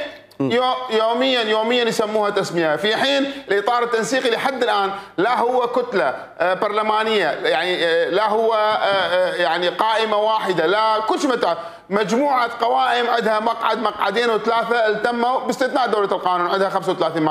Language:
Mesopotamian Arabic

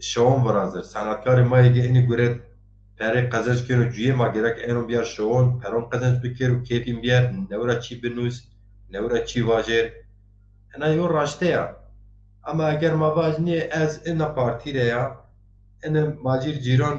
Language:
Zaza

